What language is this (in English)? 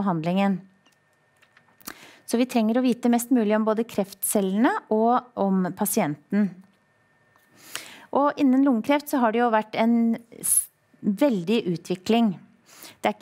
Norwegian